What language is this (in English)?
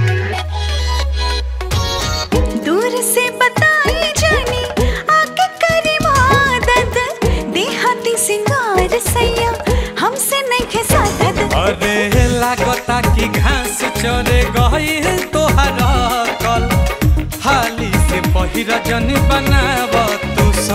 Bhojpuri